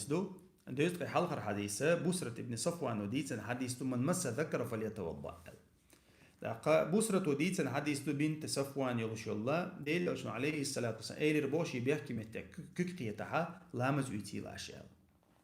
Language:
Chechen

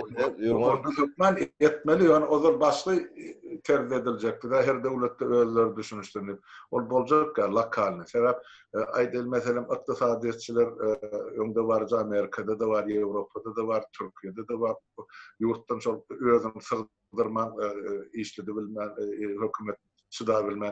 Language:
Turkmen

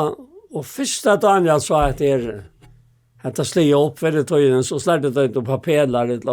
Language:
Faroese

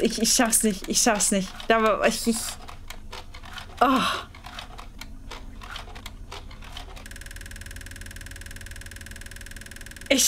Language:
German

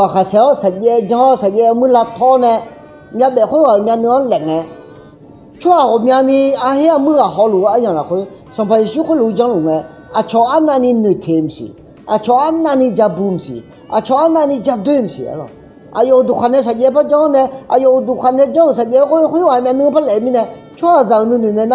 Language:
Akha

